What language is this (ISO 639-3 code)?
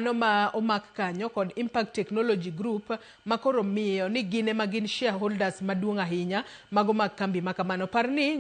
luo